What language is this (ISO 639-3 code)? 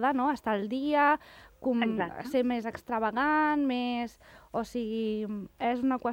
cat